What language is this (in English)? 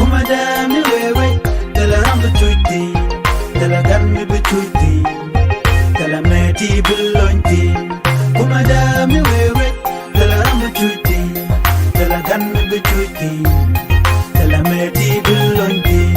Nuer